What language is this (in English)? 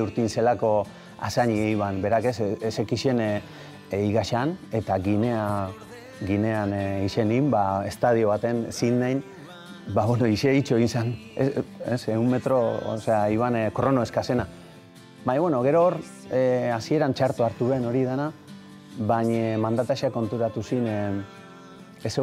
Basque